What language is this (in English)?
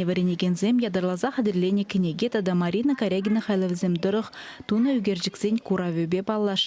Chuvash